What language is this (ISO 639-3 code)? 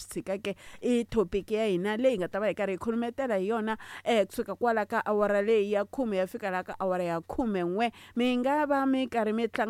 tso